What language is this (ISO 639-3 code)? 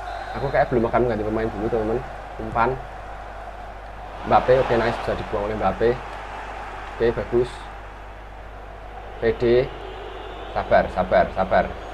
ind